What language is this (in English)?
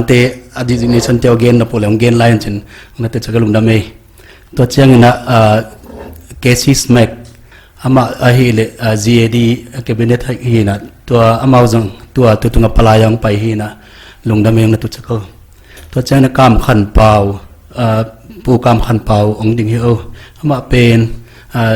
Paite Chin